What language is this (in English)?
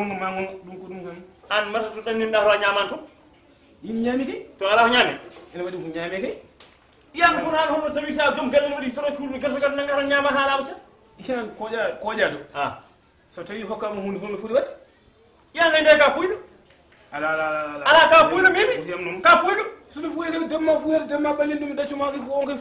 Fula